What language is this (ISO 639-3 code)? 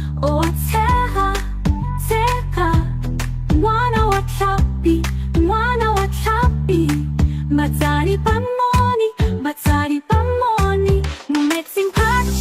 tsn